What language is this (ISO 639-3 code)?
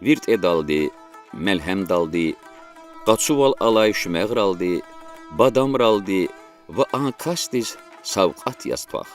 lez